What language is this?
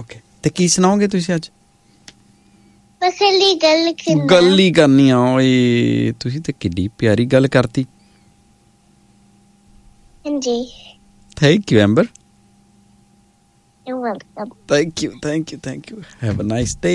Punjabi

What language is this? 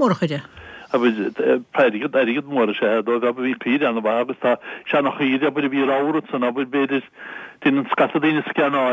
Irish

